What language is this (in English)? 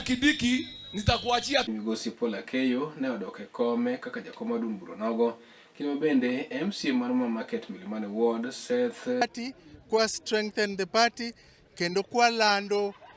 Luo (Kenya and Tanzania)